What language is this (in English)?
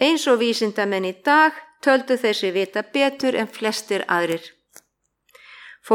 Icelandic